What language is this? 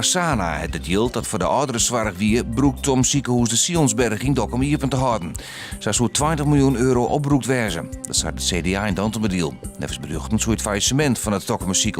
Western Frisian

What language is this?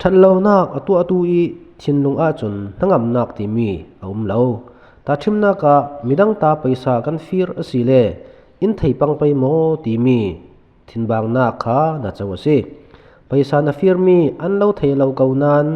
Falam Chin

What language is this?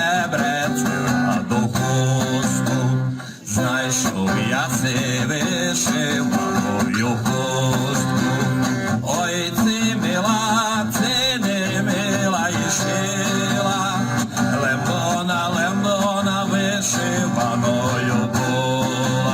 Rusyn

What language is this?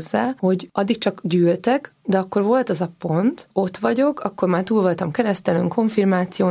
Hungarian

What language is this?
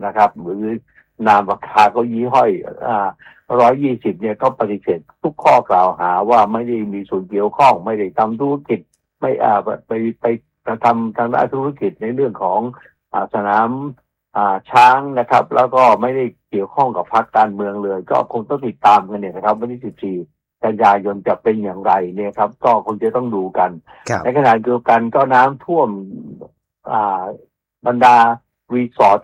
Thai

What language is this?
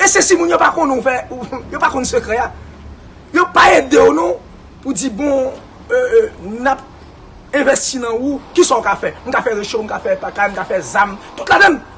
Haitian Creole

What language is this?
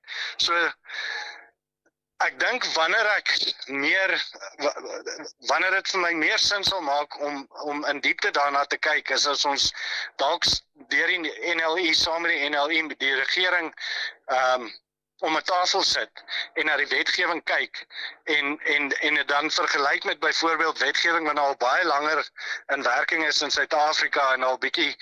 Afrikaans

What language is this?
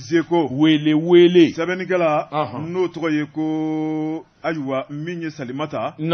Bambara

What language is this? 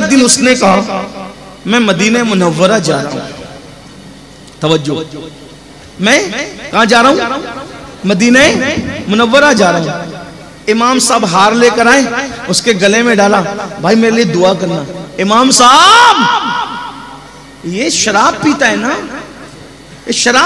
Hindi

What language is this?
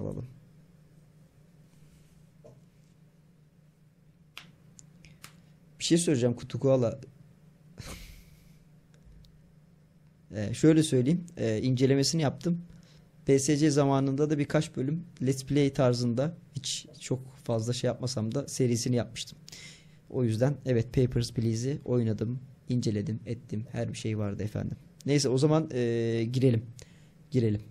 Turkish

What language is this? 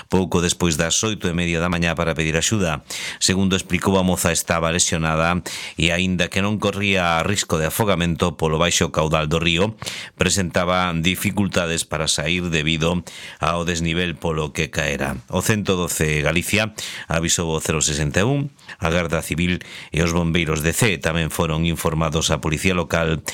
Galician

